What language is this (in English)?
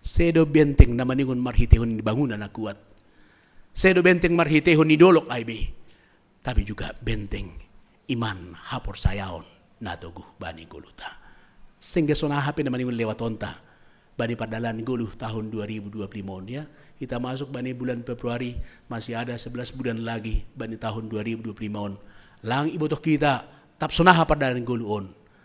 Batak Simalungun